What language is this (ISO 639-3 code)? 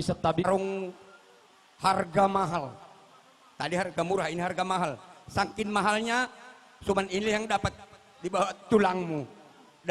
bts